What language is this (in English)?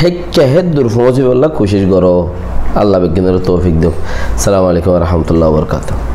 Rohingya